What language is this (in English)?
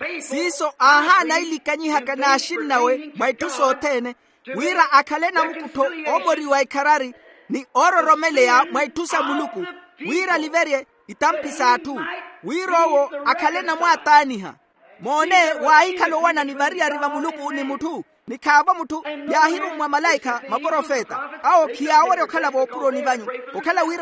Makhuwa